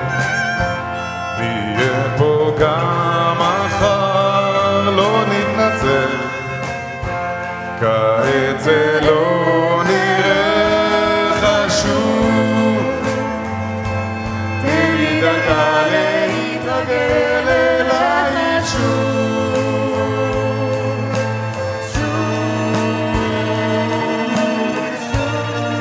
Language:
Hebrew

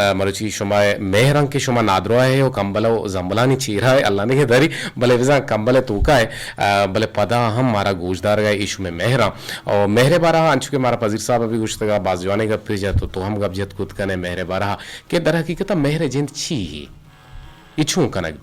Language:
Eastern Balochi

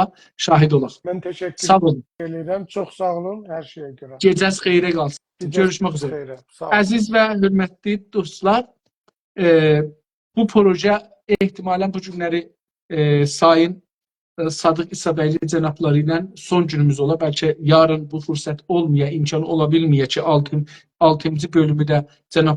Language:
South Azerbaijani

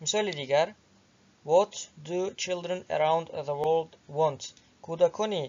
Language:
Tajik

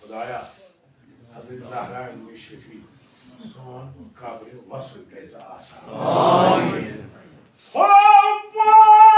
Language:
Kashmiri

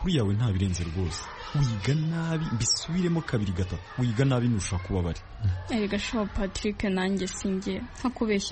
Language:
Kinyarwanda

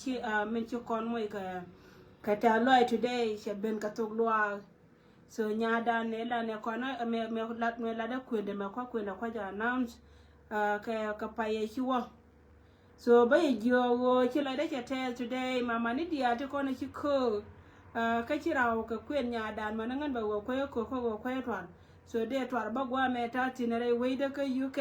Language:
Nuer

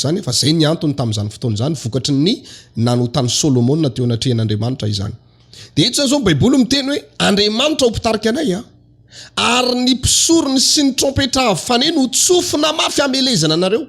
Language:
Malagasy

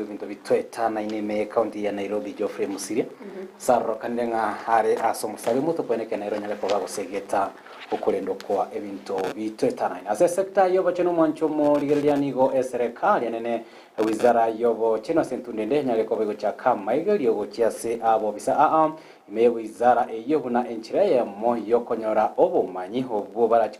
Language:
Gusii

